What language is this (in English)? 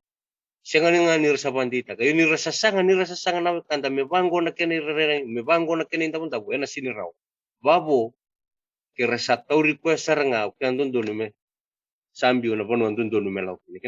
Fijian